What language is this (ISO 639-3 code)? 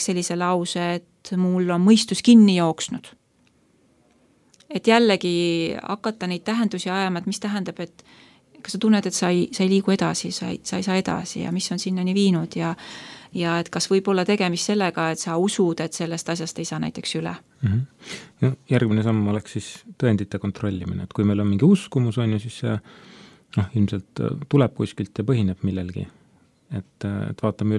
est